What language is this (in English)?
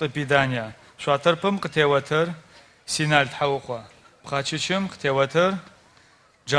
Adyghe